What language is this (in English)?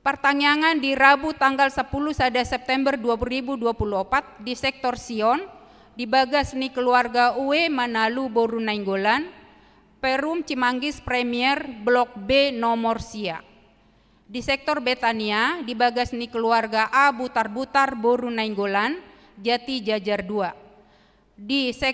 Batak Toba